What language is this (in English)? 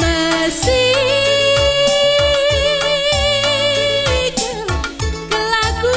Batak Karo